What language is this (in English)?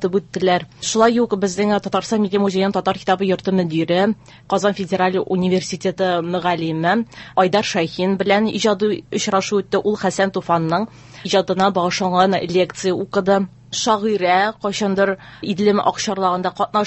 Tatar